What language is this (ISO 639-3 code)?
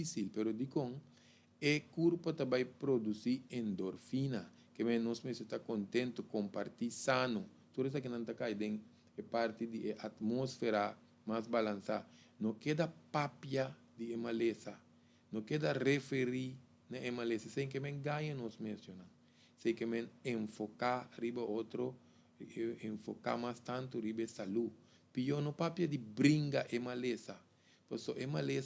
pap